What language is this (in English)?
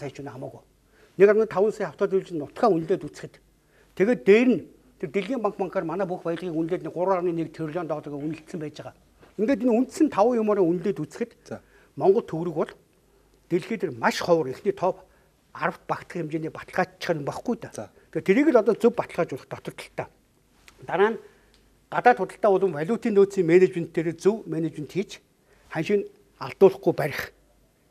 Mongolian